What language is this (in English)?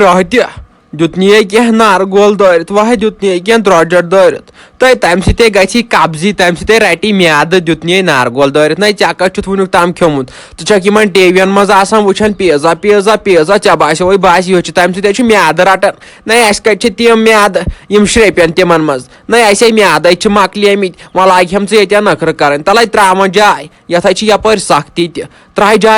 Kashmiri